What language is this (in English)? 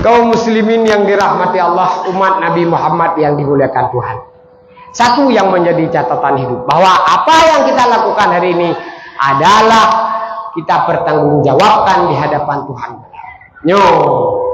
Achinese